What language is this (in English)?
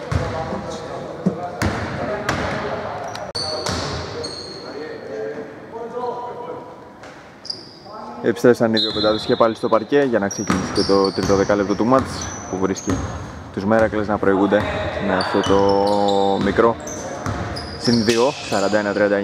Greek